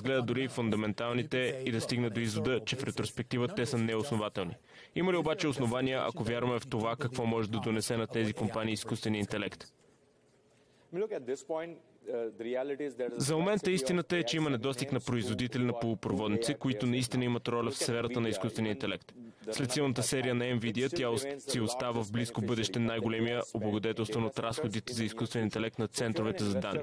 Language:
Bulgarian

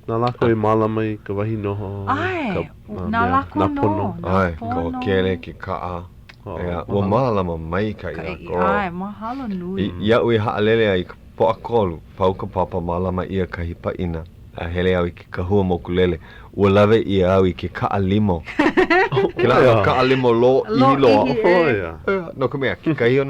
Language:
Hawaiian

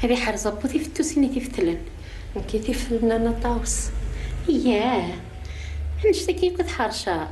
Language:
Kabyle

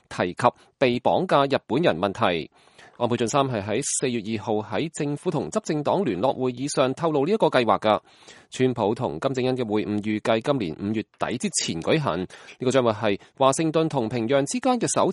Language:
Cantonese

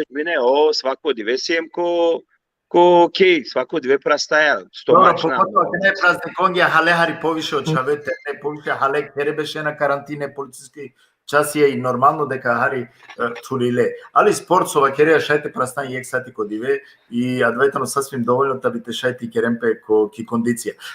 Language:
Balkan Romani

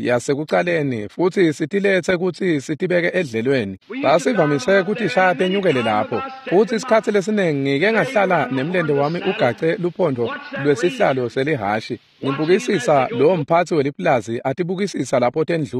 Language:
Swati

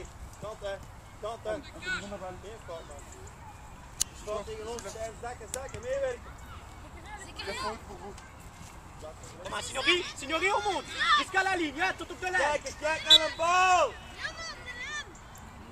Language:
Dutch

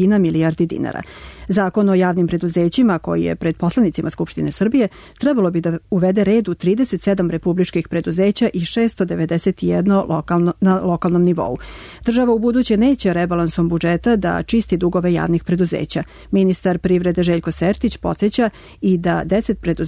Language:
Serbian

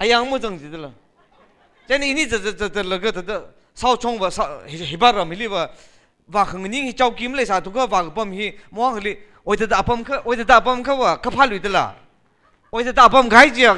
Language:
Tangkhul Naga (India)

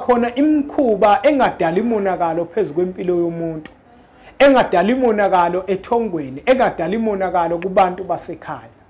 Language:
Zulu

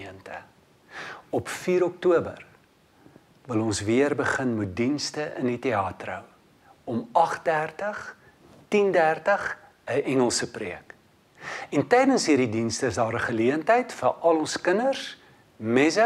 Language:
Afrikaans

